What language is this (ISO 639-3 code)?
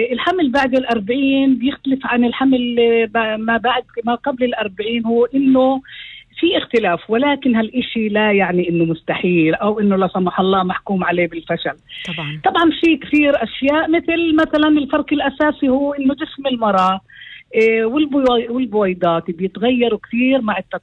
apc